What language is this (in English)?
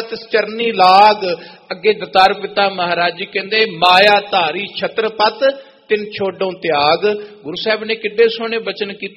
Punjabi